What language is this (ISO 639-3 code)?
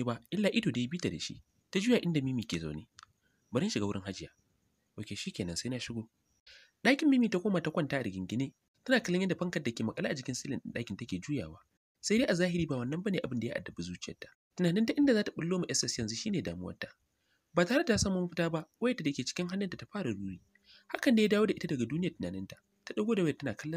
hau